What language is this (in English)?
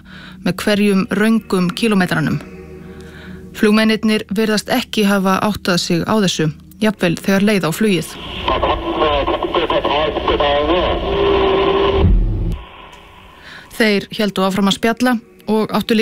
Icelandic